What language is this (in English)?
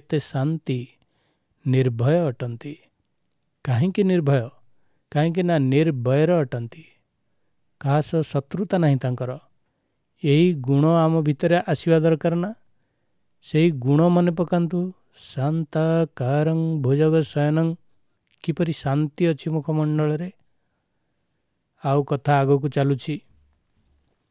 Odia